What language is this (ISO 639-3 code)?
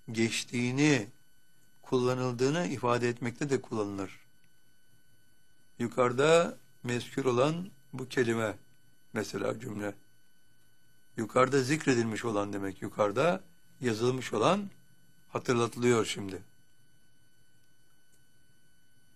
tur